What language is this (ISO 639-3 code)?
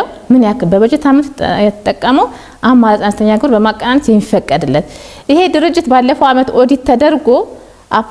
amh